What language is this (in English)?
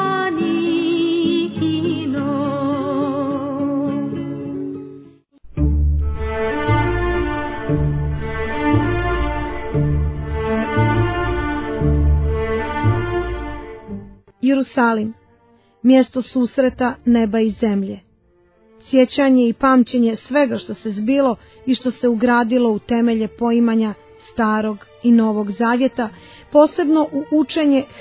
Serbian